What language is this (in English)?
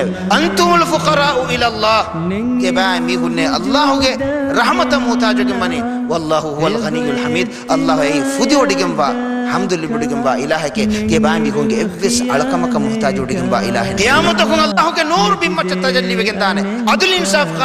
Divehi